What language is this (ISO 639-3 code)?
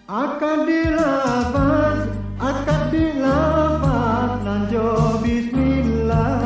min